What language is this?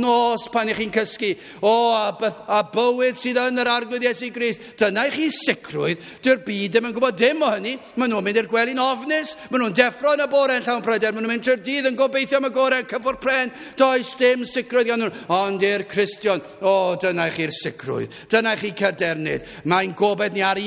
Welsh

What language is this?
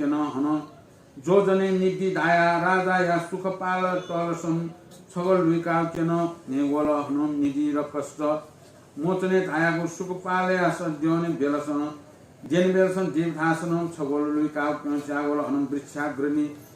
Newari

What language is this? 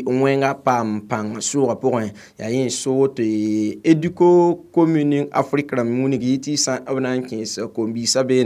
Mossi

